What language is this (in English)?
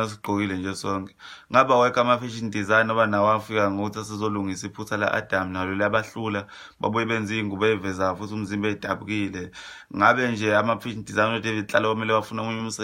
Zulu